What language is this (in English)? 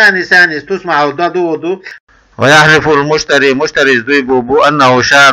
Chechen